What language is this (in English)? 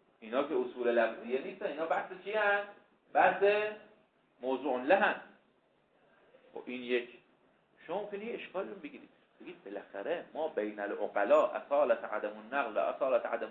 Persian